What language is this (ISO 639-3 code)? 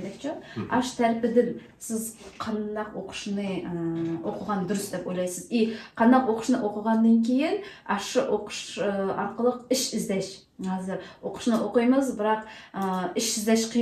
uig